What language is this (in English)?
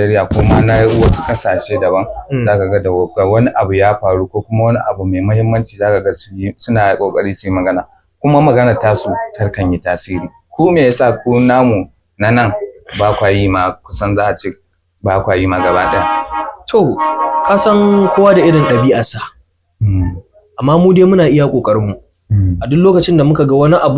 Hausa